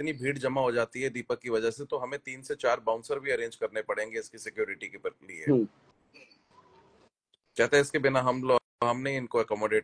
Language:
Hindi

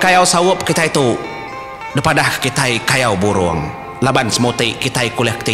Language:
Iban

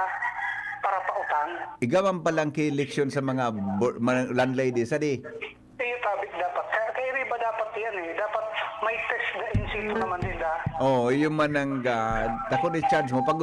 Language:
Bikol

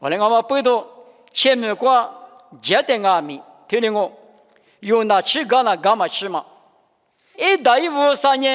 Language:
Lisu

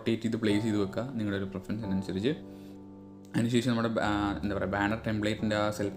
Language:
Malayalam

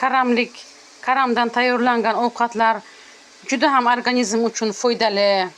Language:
Uzbek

